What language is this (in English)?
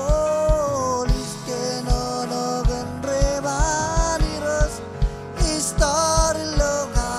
Marshallese